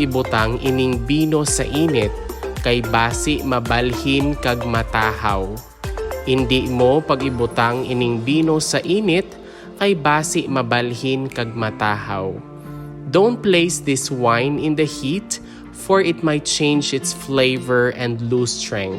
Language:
Hiligaynon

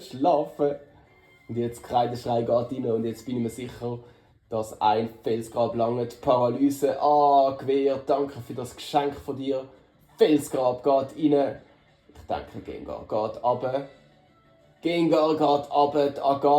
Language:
Swiss German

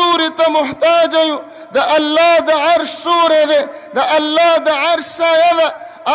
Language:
Pashto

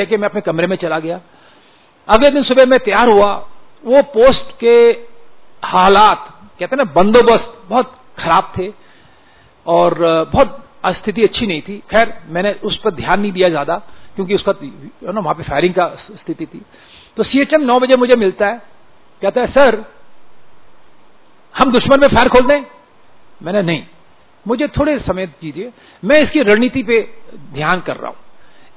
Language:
Hindi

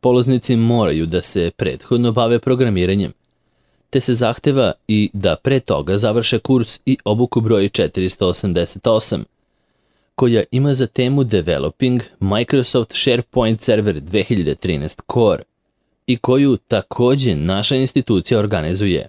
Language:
Serbian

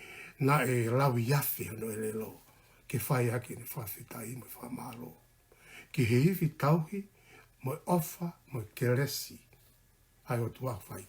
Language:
Tongan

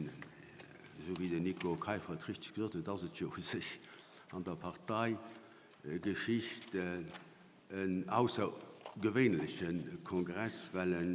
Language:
Luxembourgish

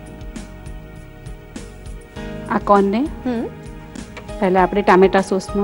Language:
Gujarati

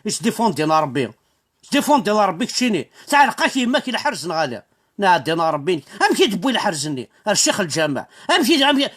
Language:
Kabyle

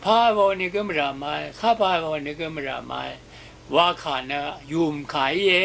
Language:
Rawang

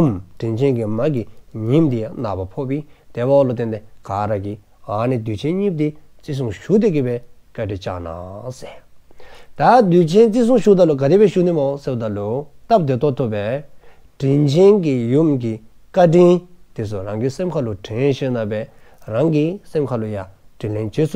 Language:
Dzongkha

